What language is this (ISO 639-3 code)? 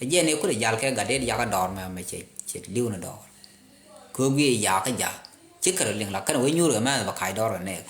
nus